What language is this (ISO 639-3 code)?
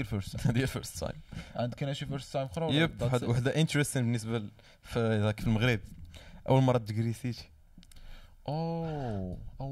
ary